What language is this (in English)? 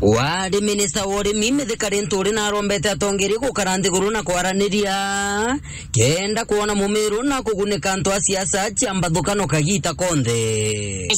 Meru